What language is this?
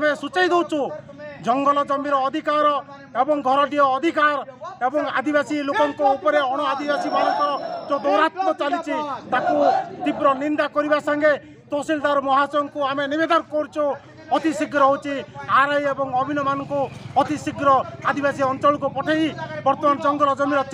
Odia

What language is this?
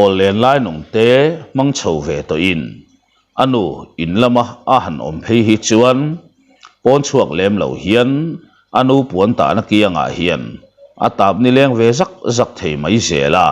Mizo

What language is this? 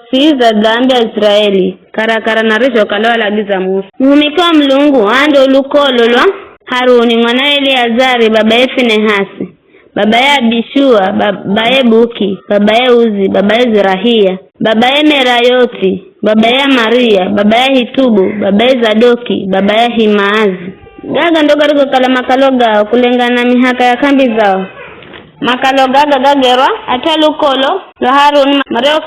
Giryama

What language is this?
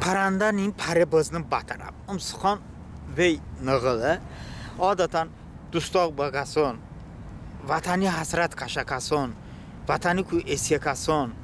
Talysh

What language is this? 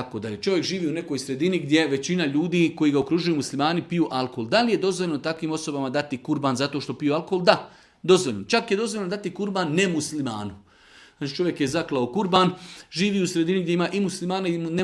Bosnian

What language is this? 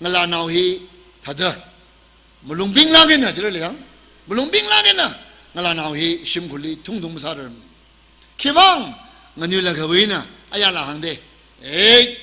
Tangkhul Naga (India)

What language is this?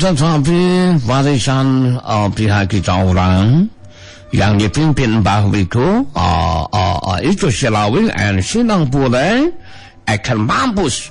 Sundanese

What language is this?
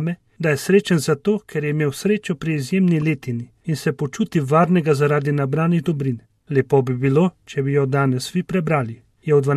Slovenian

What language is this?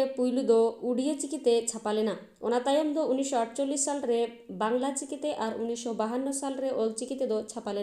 Santali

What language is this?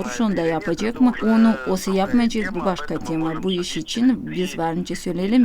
Gagauz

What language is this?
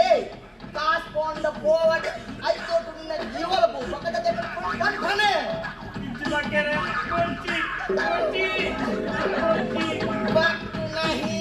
Tulu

